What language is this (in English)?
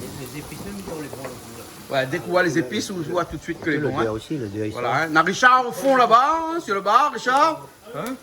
Réunion Creole French